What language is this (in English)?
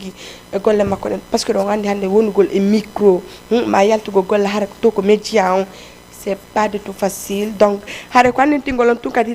Fula